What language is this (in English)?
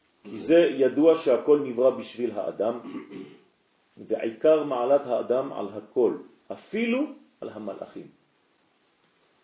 Hebrew